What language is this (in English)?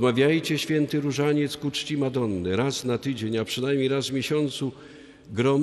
Polish